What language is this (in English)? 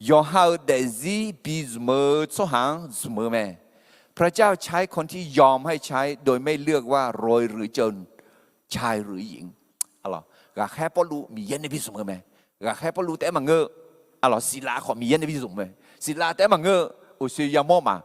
Akha